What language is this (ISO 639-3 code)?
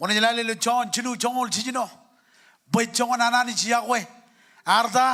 mah